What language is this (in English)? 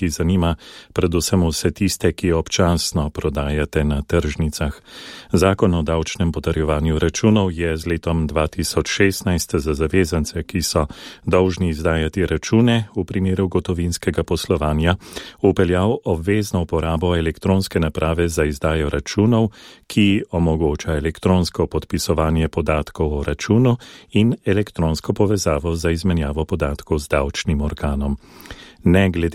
Slovenian